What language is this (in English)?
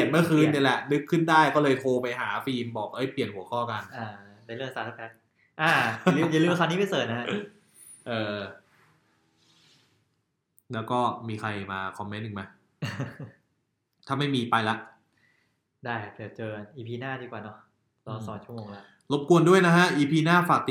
Thai